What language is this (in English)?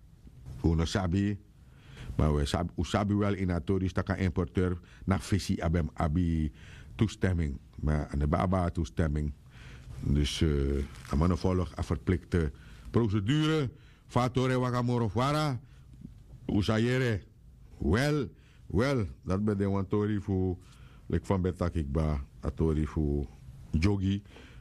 Sranan Tongo